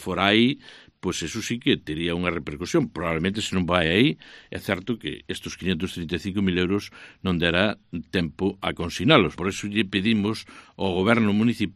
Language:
Galician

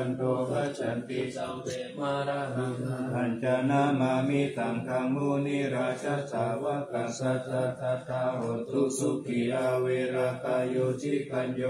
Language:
Pali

